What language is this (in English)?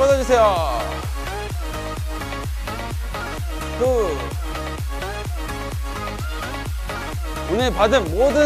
Korean